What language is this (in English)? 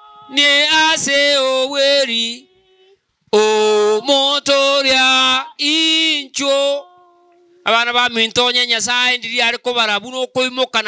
Gusii